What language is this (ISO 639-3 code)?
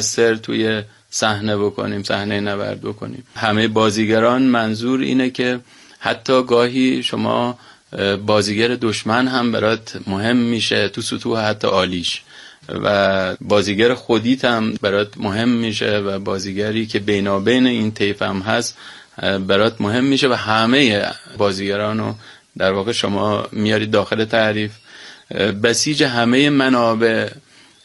fas